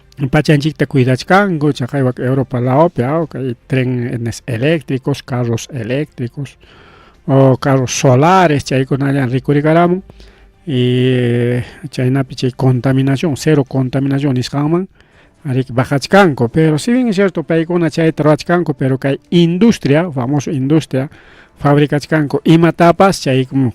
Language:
Ayacucho Quechua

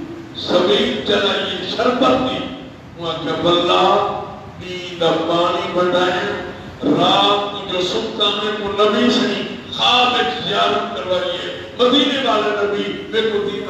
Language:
Saraiki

